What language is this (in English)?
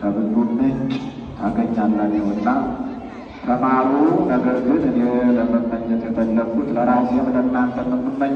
Amharic